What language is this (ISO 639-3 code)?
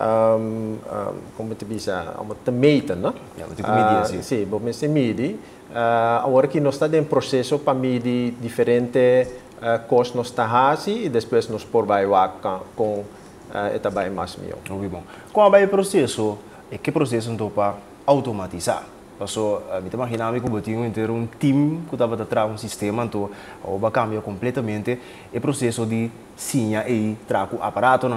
pap